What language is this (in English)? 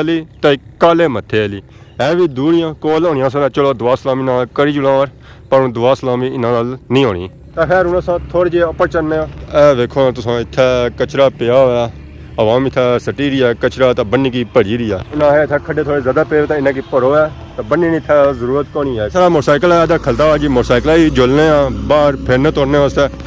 Pahari-Potwari